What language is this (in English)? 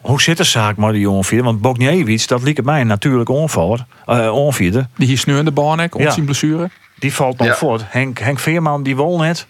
Western Frisian